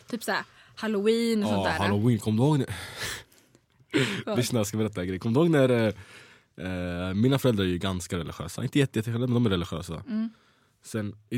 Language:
Swedish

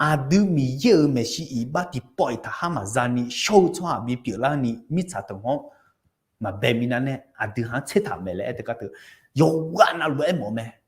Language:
Akha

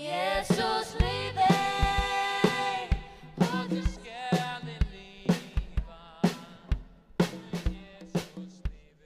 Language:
Faroese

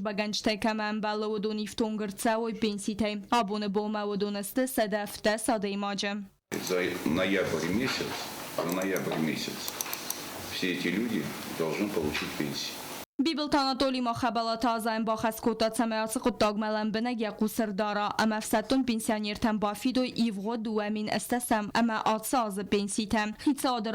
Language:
Ossetic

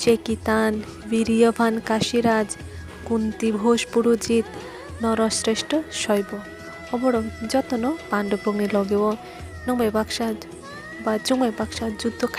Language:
Kok Borok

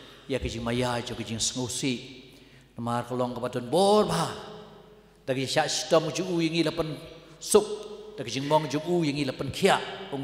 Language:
Khasi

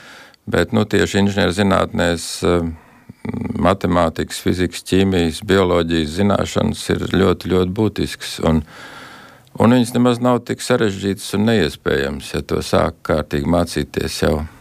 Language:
Latvian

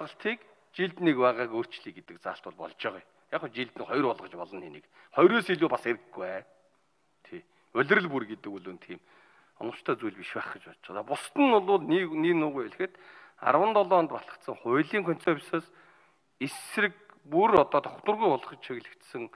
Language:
Mongolian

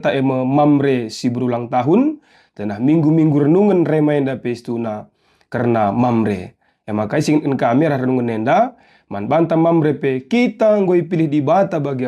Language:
Batak Karo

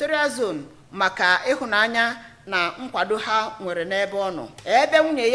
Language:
Igbo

